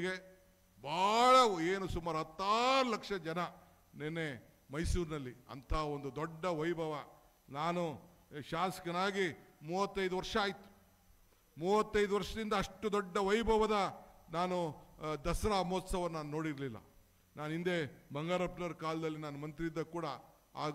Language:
Kannada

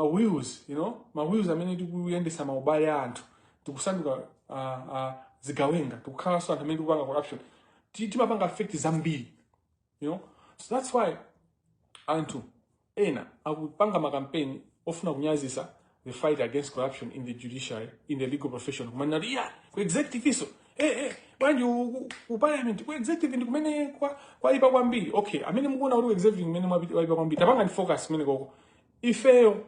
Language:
Nyanja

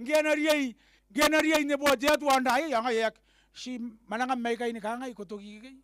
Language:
Gilbertese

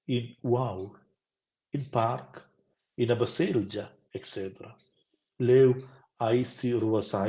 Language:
Romansh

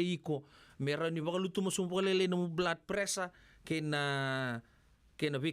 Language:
Fijian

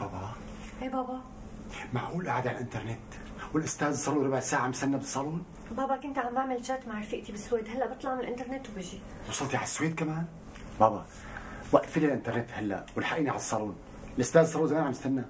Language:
North Levantine Arabic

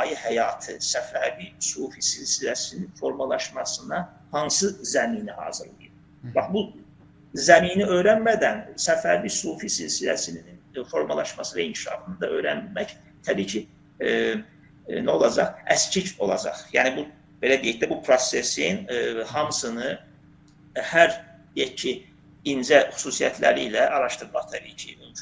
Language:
Azerbaijani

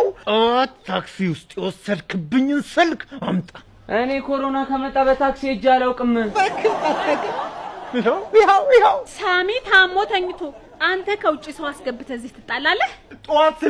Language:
Amharic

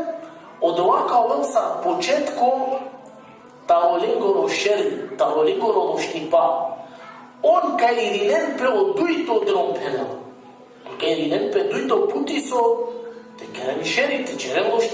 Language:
Balkan Romani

